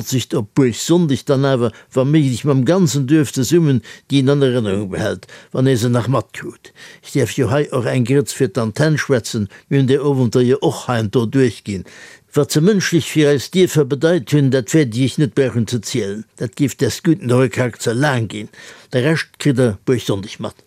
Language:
Luxembourgish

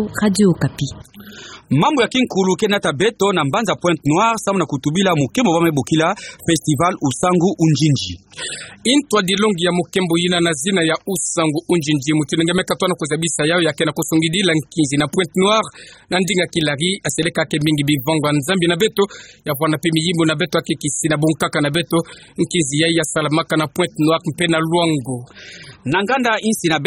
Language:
Kituba (Democratic Republic of Congo)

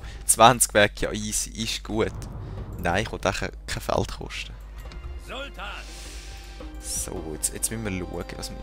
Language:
Swiss German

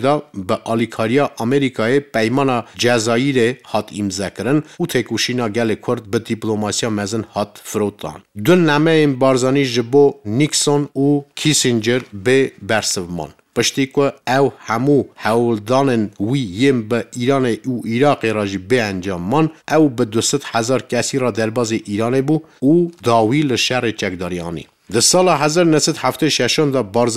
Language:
Kurdish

